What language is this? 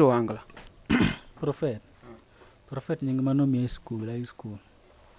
Luo (Kenya and Tanzania)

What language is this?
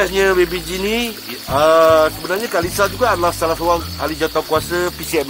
Malay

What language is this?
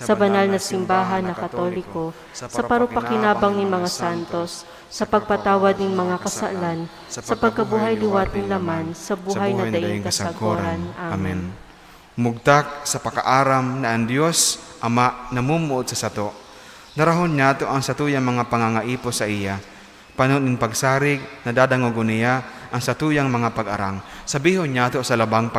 Bikol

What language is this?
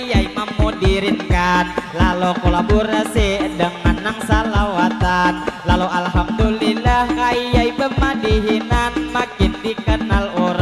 Banjar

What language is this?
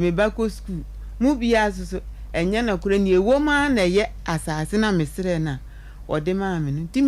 Akan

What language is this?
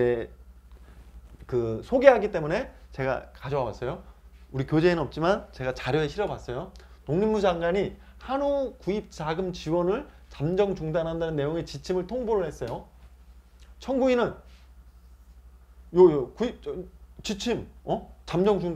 Korean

